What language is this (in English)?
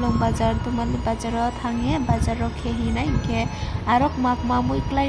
Riang (India)